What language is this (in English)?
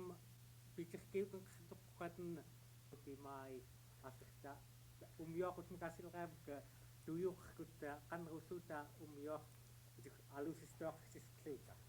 Central Yupik